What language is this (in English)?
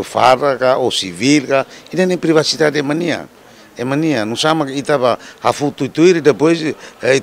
Tetum